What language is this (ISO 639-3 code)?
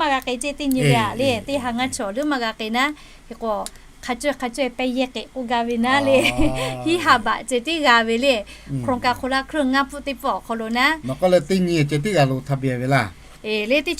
lhu